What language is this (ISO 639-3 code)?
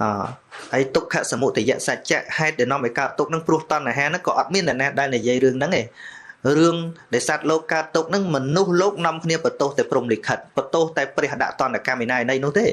khm